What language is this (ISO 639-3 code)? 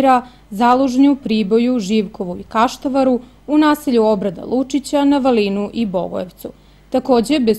srp